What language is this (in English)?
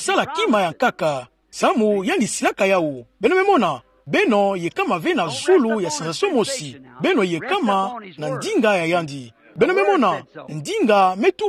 Kituba (Democratic Republic of Congo)